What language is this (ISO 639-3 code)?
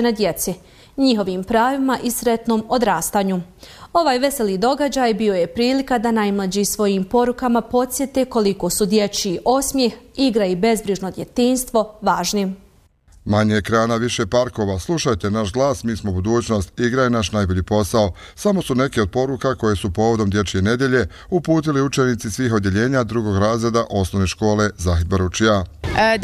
bos